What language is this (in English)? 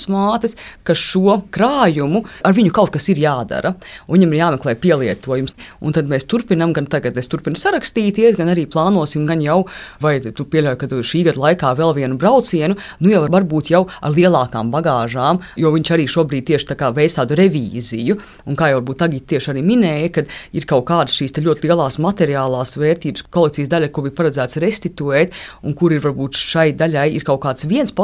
Latvian